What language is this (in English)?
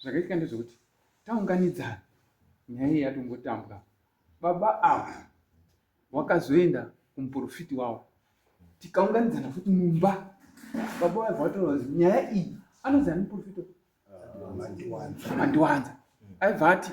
Shona